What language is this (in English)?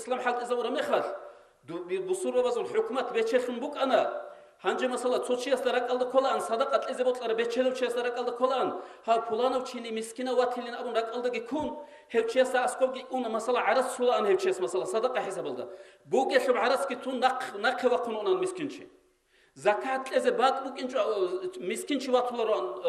Avaric